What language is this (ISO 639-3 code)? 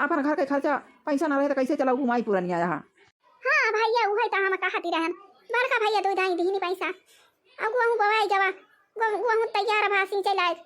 awa